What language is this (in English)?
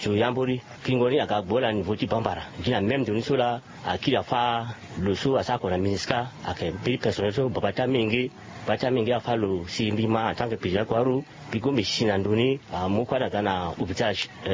Sango